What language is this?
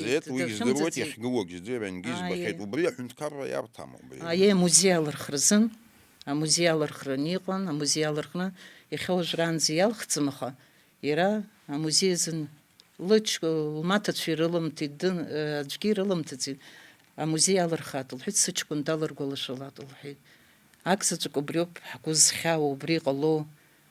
Abkhazian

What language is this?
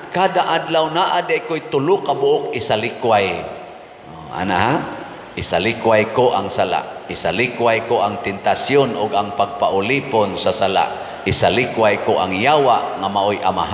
Cebuano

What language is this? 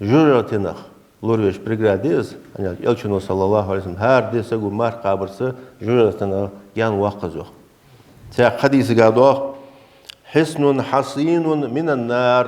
Ingush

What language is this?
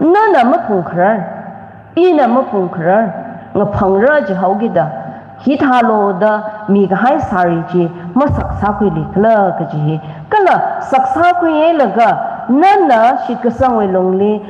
Tangkhul Naga (India)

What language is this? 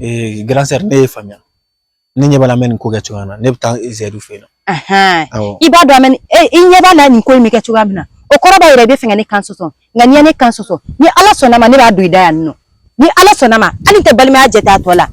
Bambara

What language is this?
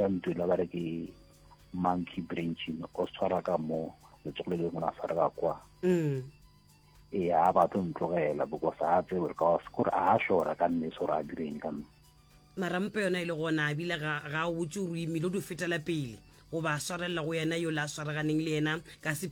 Northern Sotho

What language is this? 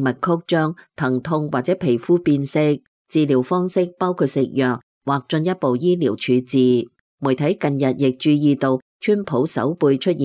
Cantonese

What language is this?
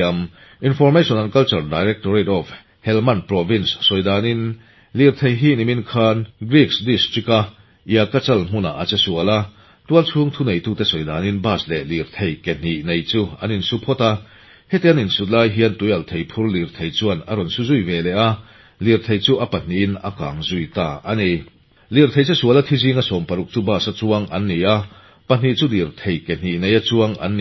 Mizo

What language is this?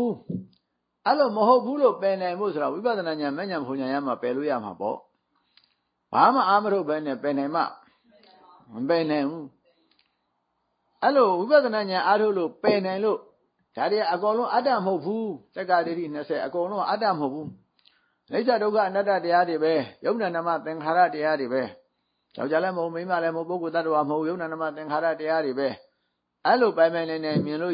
Burmese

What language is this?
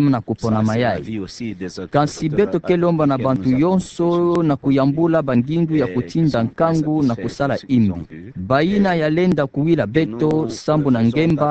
Kituba (Democratic Republic of Congo)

